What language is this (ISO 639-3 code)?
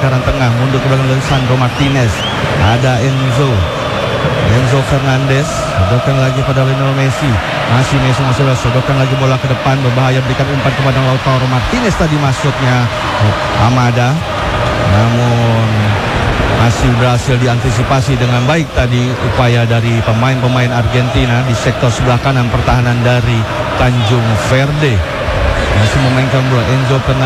ind